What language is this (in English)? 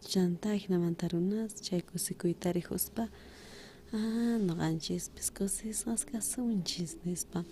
South Bolivian Quechua